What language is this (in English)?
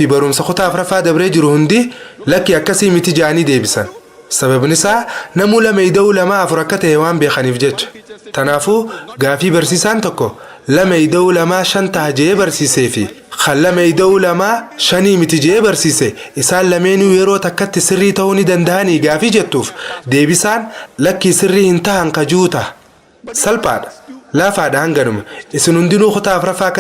Oromo